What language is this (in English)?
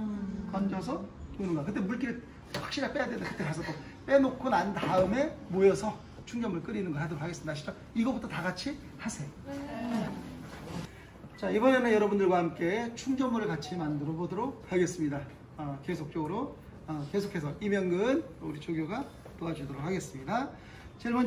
Korean